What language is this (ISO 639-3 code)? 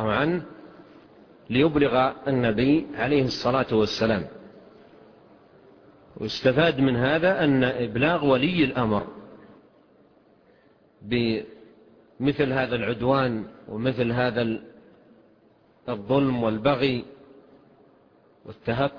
ara